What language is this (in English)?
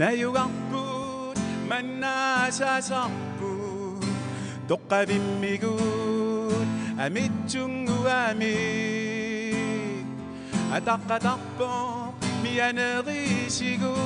Kalaallisut